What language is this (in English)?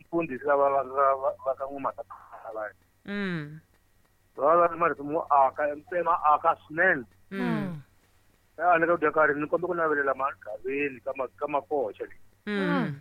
Tsonga